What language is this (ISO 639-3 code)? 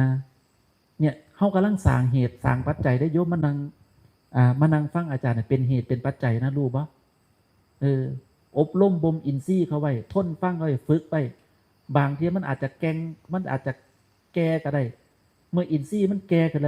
tts